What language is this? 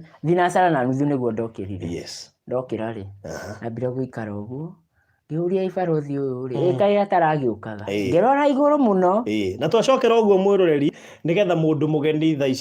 Kikuyu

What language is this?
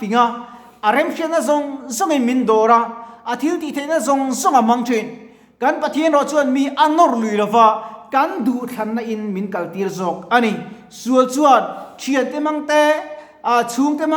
Mizo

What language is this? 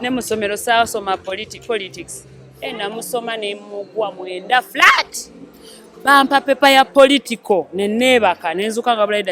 Ganda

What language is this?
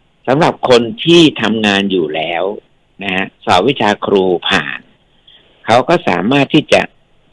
Thai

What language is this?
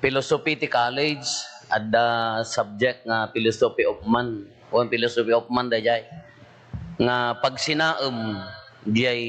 Iloko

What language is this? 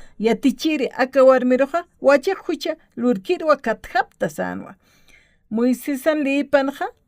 Aymara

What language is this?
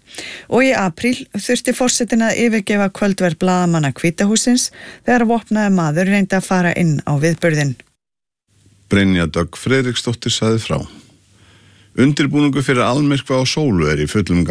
Icelandic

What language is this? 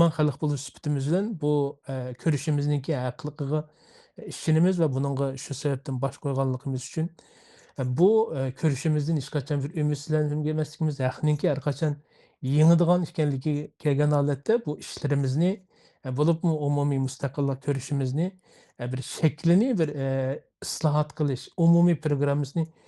Uyghur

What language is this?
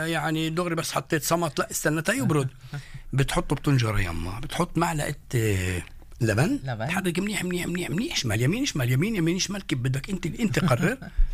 North Levantine Arabic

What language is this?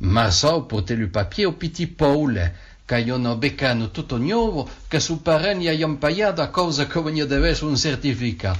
Occitan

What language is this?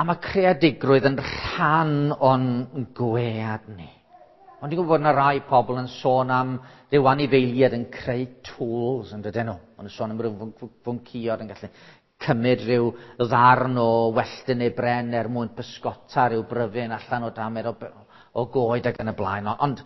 Welsh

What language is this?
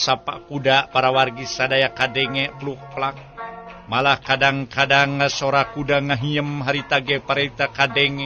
Sundanese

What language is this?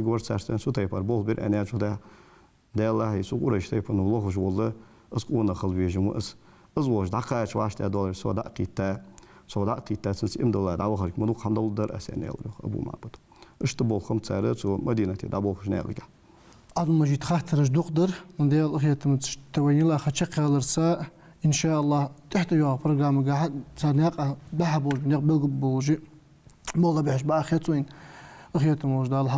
Ingush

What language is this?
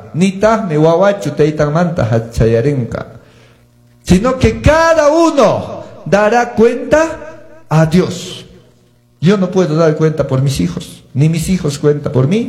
Quechua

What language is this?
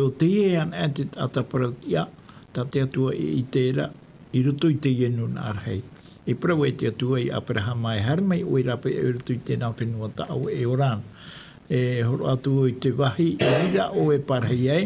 Tahitian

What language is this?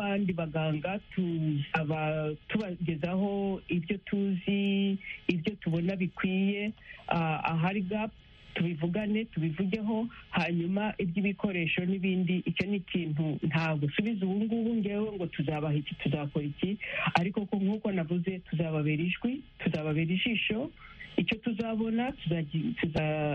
Kinyarwanda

